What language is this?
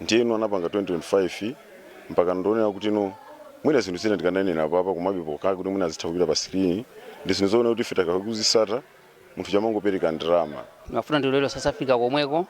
Nyanja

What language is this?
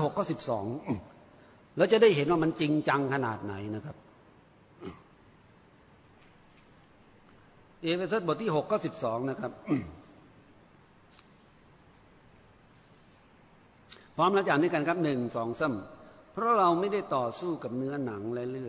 Thai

